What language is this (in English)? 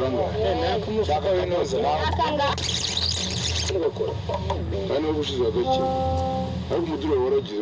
Kinyarwanda